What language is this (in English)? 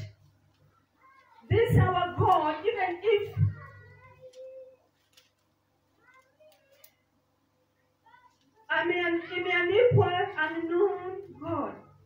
Swahili